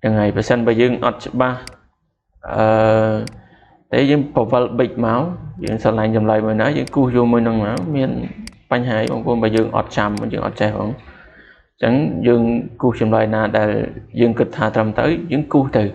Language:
Khmer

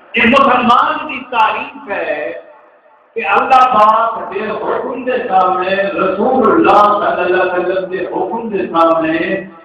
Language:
Saraiki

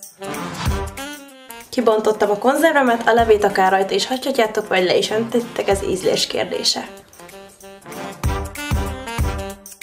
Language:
Hungarian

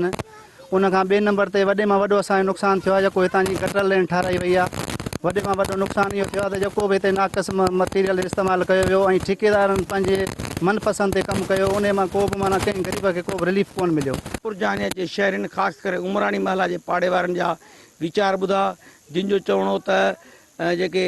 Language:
Sindhi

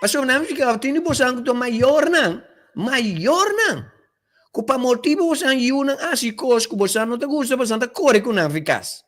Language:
Papiamento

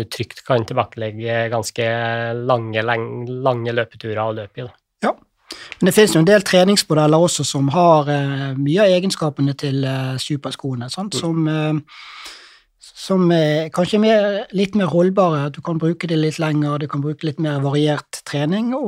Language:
Norwegian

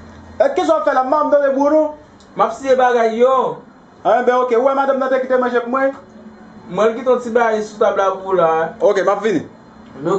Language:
Haitian Creole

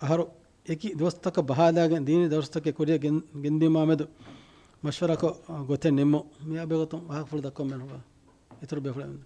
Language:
Divehi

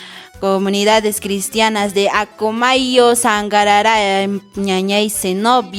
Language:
Quechua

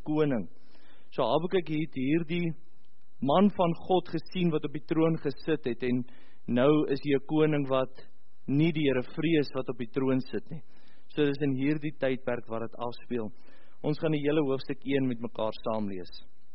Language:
Afrikaans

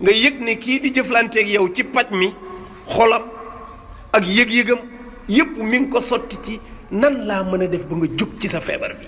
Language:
Wolof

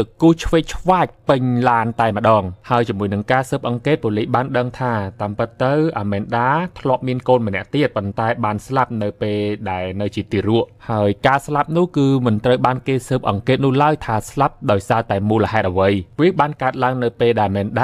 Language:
Khmer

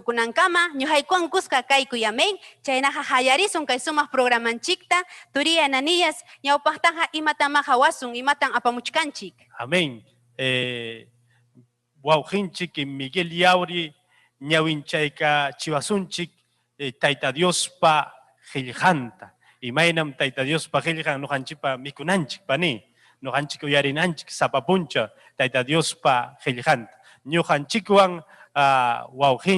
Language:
Ayacucho Quechua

